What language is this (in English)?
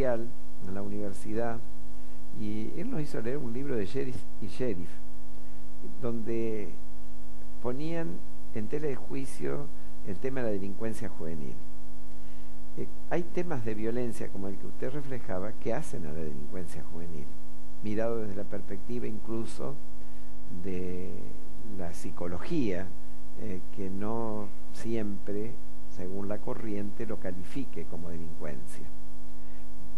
Spanish